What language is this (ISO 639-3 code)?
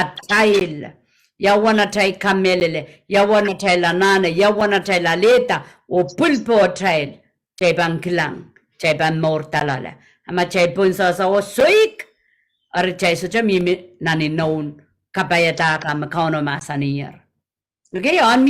pon